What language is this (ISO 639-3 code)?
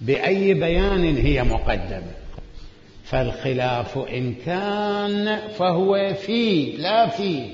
acm